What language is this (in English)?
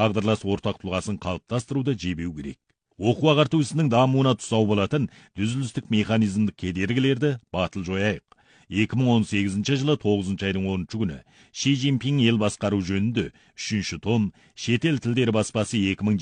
Kazakh